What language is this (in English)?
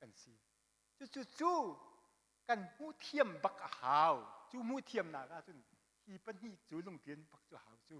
Hakha Chin